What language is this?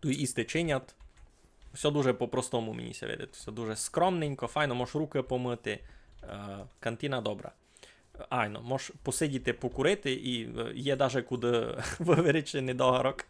Rusyn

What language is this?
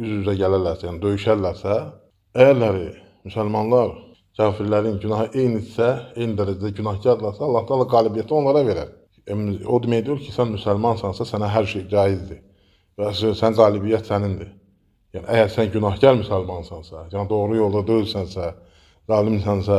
Azerbaijani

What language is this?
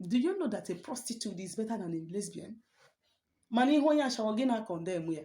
Igbo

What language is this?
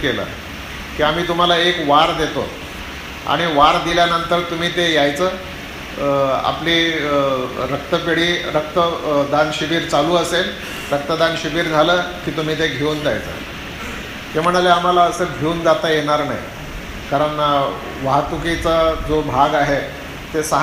Marathi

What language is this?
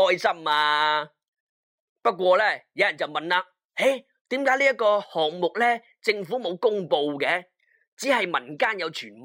Cantonese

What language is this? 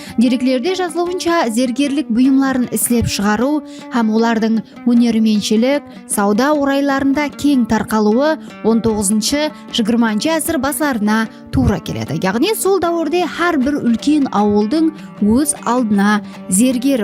Kara-Kalpak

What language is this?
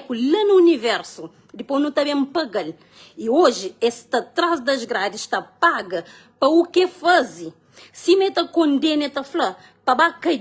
Kabuverdianu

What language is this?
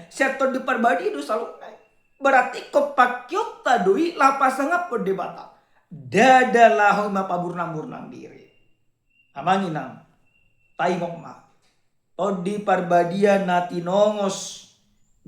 Batak Toba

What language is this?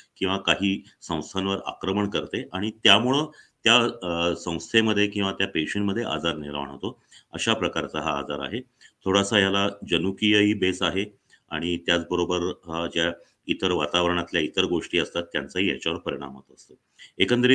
Marathi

